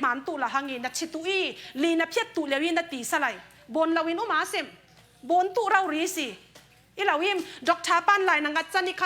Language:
Falam Chin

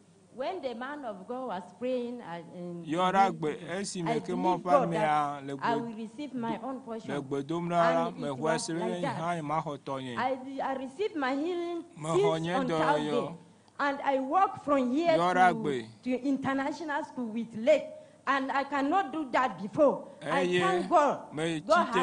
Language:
Ewe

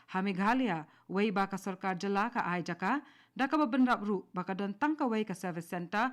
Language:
Khasi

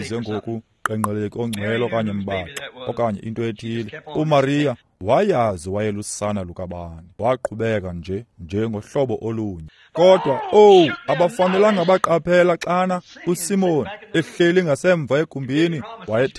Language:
Xhosa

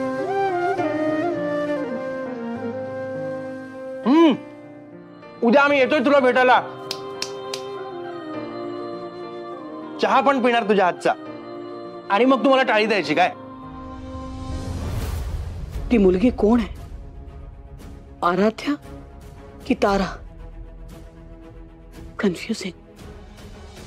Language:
Marathi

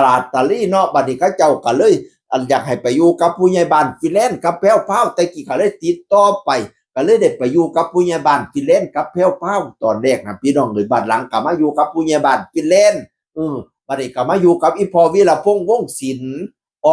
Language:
Northeastern Thai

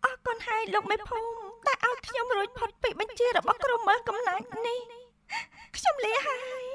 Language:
Khmer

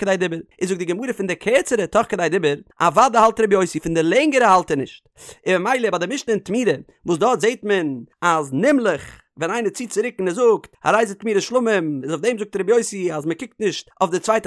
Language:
Yiddish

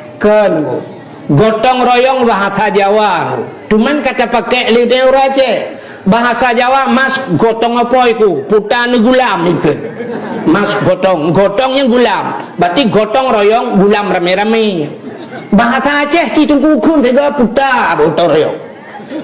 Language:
Achinese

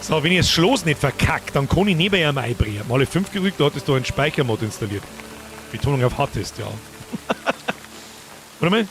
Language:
Bavarian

